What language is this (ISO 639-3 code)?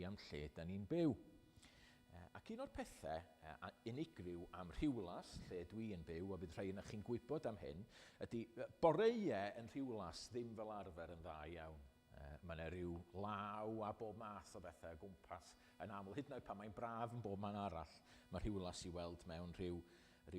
cym